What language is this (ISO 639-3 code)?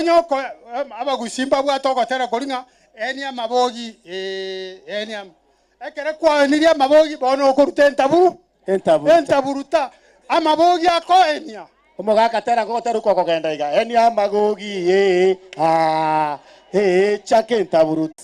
guz